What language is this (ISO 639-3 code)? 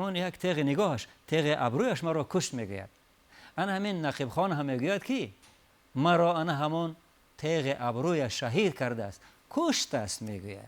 tgk